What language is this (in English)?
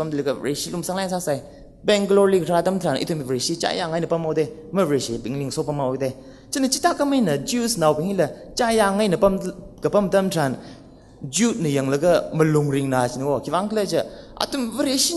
Tangkhul Naga (India)